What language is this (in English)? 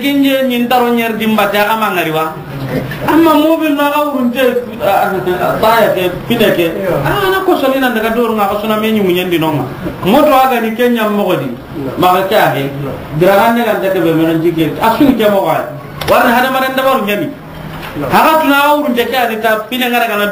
Soninke